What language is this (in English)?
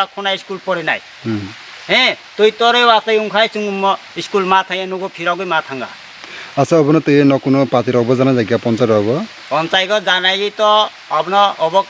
Kok Borok